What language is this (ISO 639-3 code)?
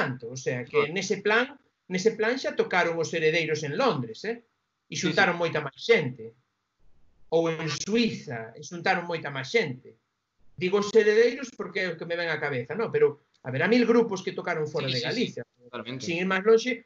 glg